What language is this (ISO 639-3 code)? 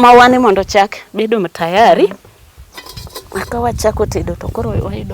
luo